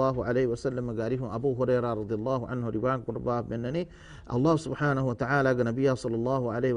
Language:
Divehi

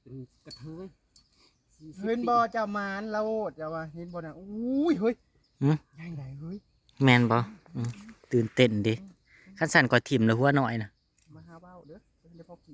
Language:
Northeastern Thai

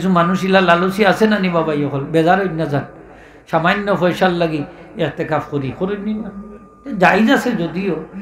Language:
Sylheti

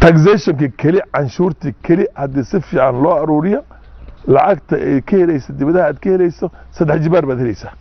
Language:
Somali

